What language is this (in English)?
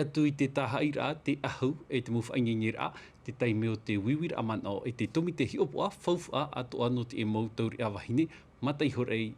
Tahitian